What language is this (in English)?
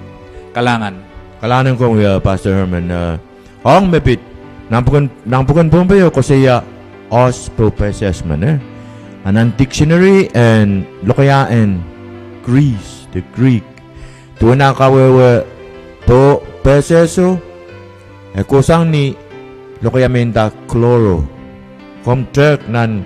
Pohnpeian